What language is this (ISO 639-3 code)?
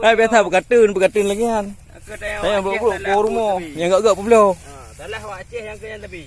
ace